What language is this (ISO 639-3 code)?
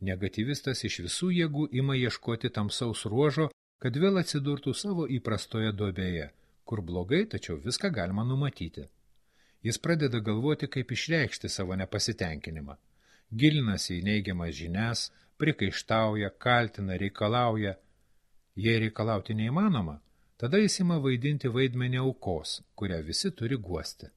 lit